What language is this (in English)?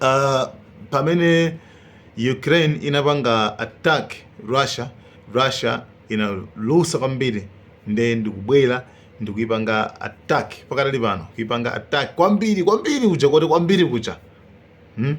Nyanja